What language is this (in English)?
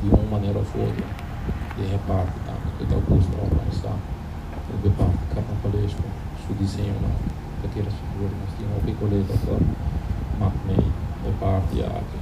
Papiamento